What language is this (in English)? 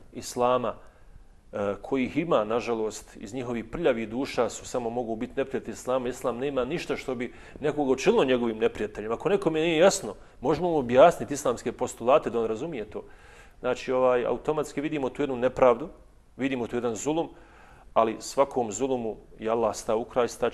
Bosnian